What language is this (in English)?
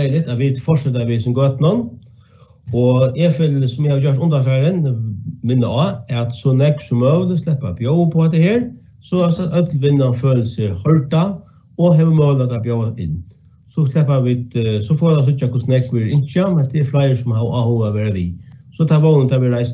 Faroese